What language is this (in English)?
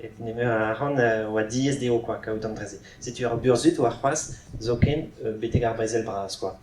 Breton